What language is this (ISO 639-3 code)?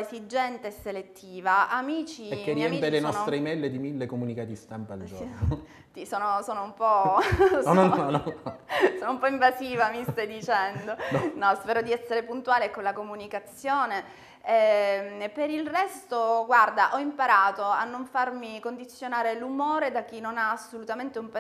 ita